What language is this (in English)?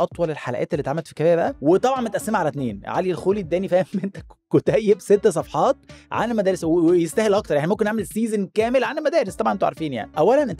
Egyptian Arabic